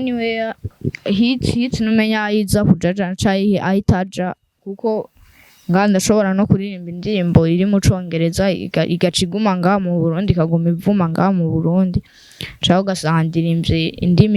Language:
Rundi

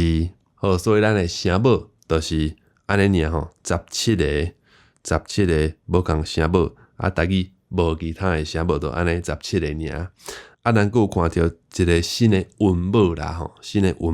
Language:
Min Nan Chinese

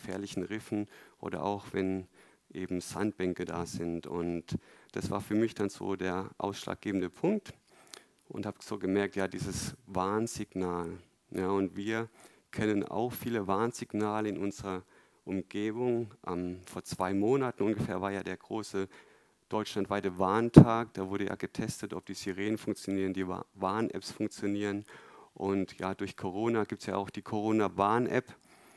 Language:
German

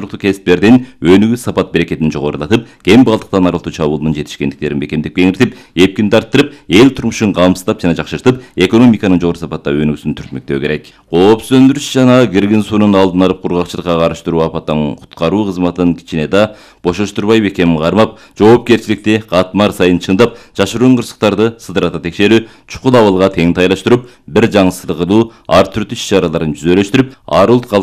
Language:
Kyrgyz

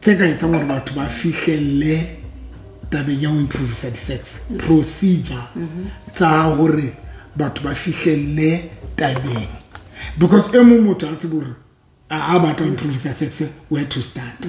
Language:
Southern Sotho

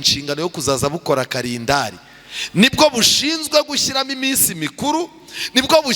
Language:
Kinyarwanda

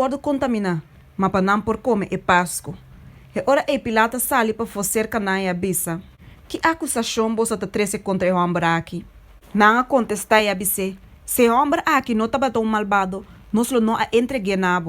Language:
Papiamento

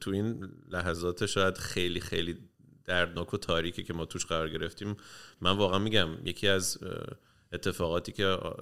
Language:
Persian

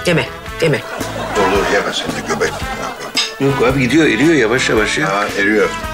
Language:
Turkish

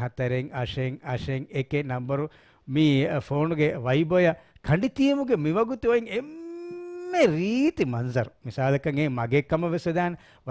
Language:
Divehi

